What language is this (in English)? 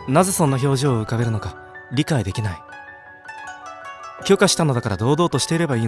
Japanese